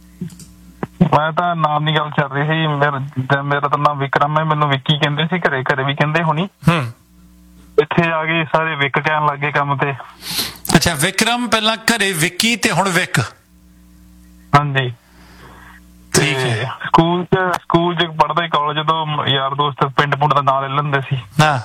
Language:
Punjabi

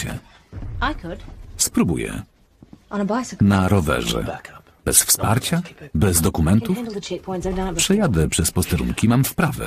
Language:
Polish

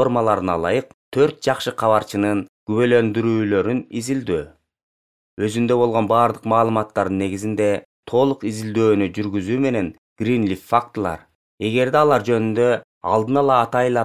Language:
Kyrgyz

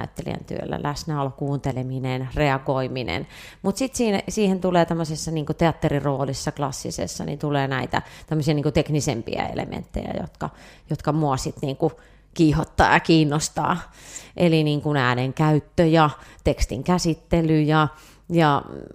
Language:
Finnish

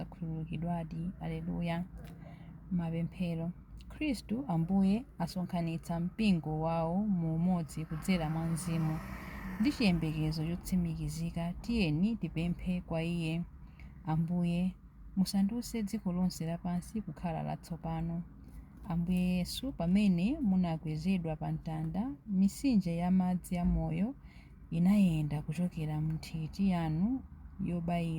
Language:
Nyanja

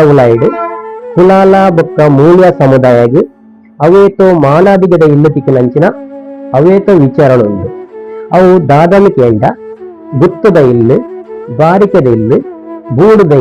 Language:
Tulu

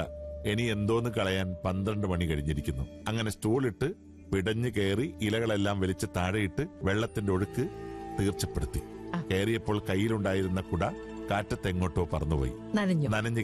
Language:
Malayalam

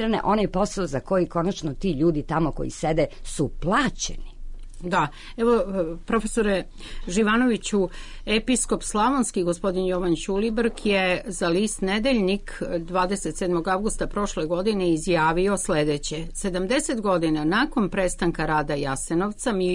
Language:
Serbian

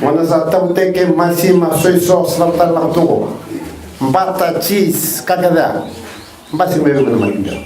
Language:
Fijian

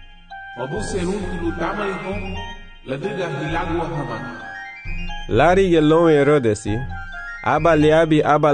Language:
Garifuna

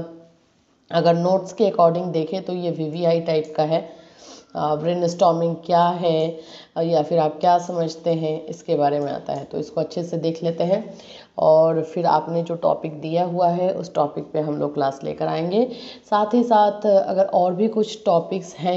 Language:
Hindi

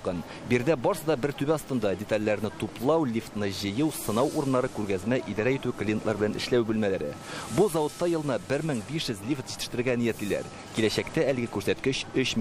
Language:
Tatar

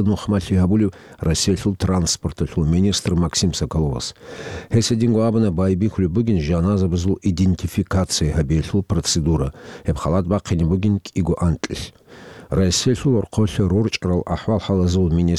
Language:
Avaric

